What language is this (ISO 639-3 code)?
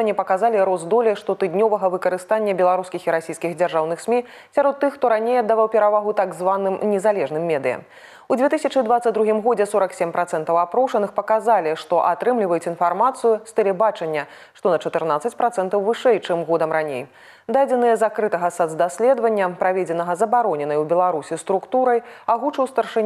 bel